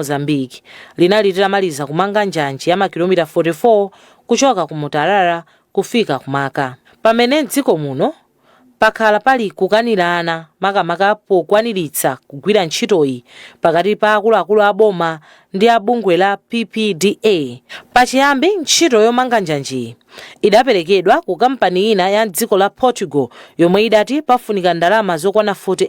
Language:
Nyanja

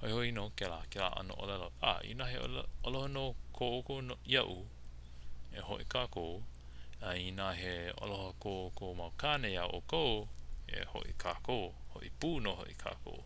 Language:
Hawaiian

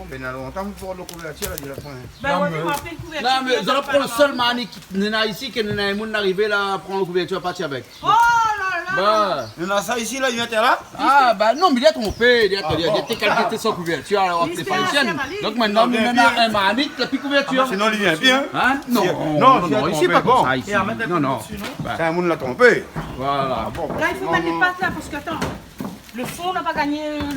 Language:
Réunion Creole French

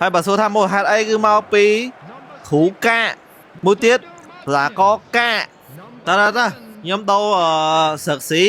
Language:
Khmer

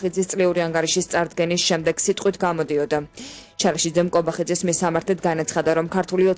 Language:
Georgian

